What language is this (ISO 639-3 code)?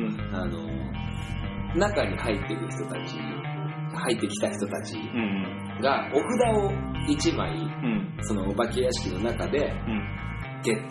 jpn